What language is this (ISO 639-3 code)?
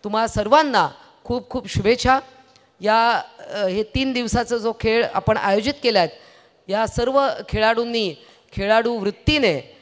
mar